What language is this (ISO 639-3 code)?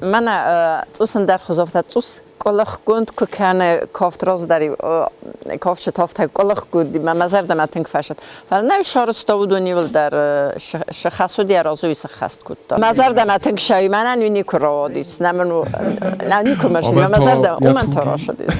oss